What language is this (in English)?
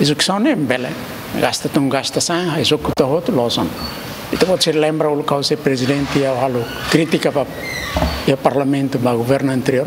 Tetum